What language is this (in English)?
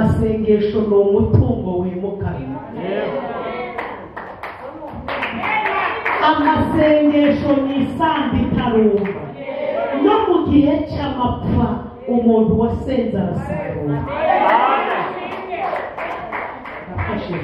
Kinyarwanda